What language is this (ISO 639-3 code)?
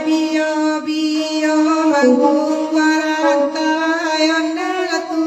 min